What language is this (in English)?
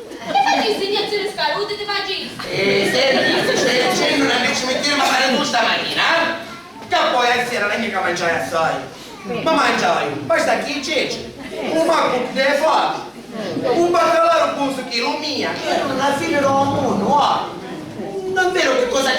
Sicilian